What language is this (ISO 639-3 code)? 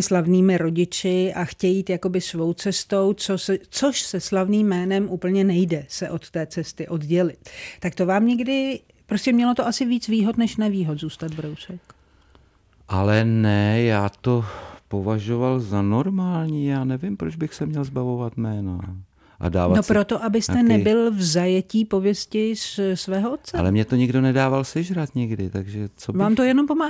ces